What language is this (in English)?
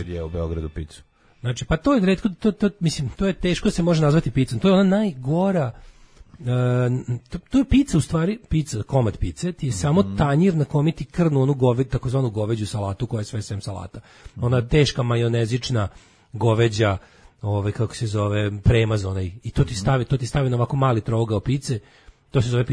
Serbian